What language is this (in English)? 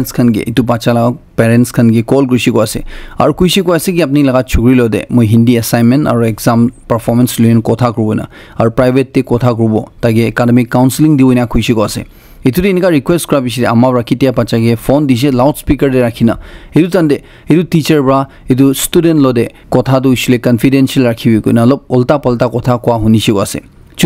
Naga Pidgin